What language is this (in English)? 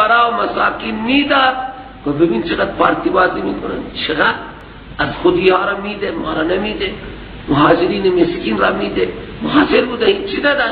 Persian